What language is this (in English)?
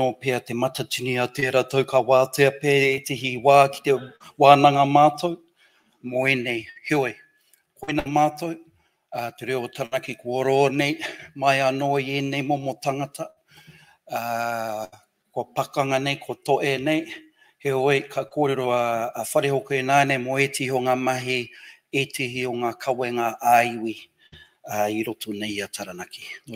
Māori